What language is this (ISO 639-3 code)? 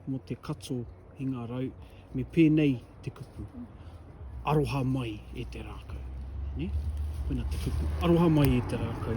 mri